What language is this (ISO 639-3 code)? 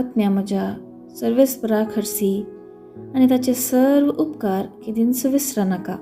kok